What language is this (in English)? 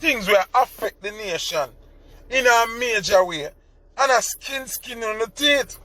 Jamaican Creole English